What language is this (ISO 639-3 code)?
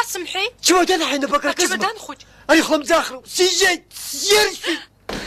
abk